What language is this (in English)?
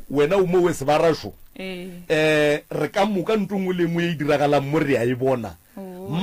Northern Sotho